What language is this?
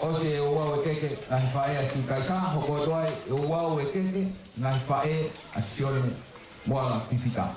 Tongan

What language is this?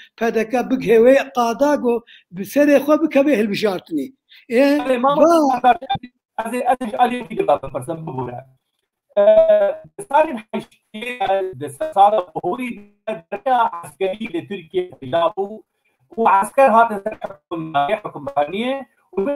Kurdish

